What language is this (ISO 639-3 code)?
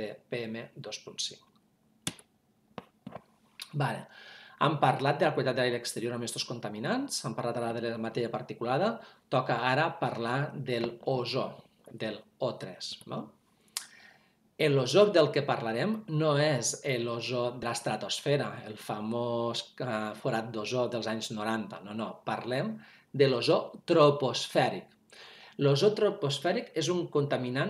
cat